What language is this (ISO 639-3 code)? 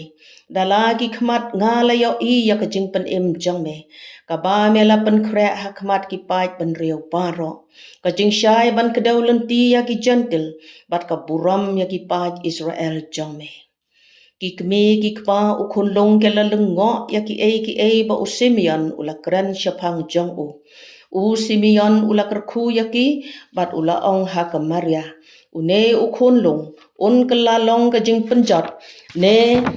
kha